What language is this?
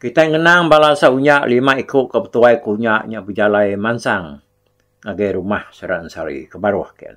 Iban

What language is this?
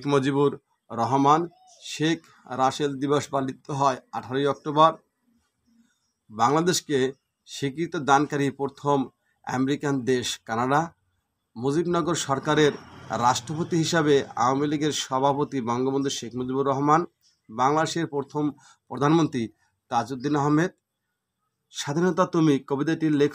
Bangla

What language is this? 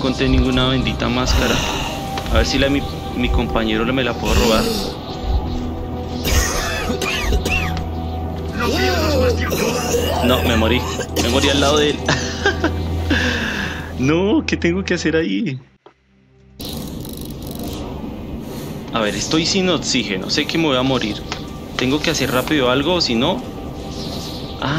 Spanish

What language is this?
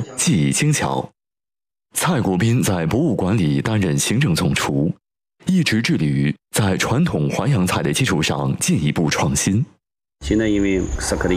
Chinese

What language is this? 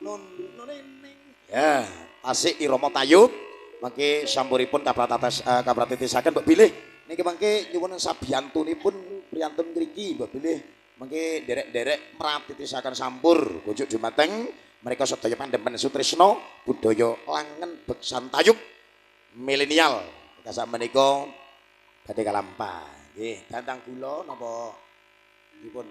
Javanese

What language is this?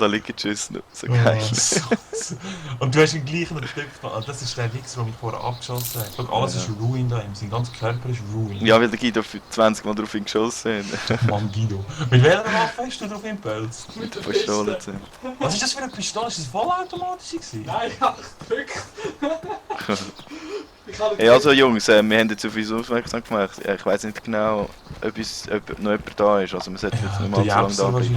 Swiss German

